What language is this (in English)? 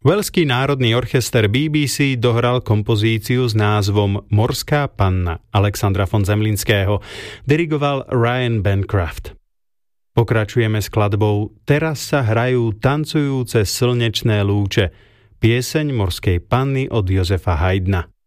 Slovak